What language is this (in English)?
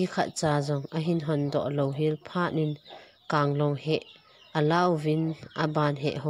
Thado Chin